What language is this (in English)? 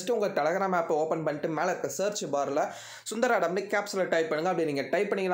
Tamil